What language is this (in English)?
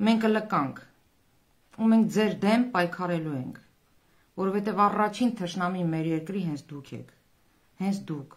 Armenian